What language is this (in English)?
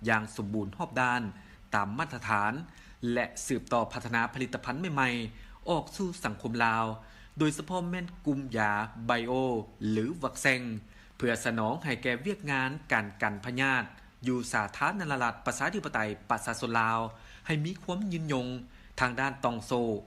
Lao